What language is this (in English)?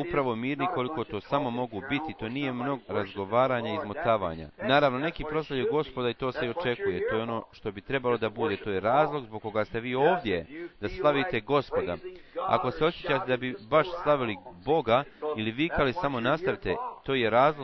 Bosnian